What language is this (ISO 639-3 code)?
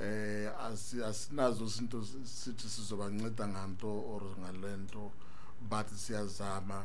xho